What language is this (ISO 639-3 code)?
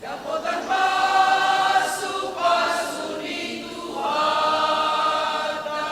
bbc